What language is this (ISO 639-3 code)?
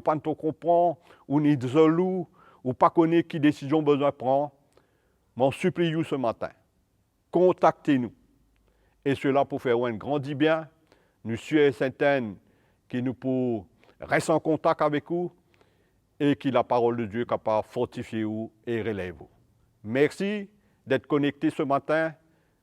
mfe